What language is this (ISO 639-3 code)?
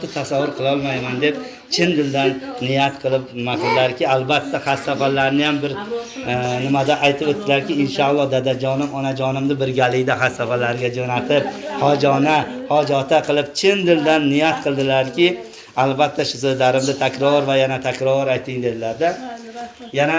uzb